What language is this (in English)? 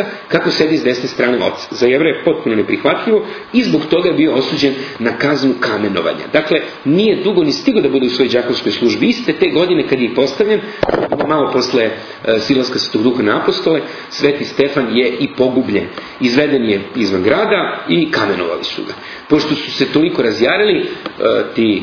Serbian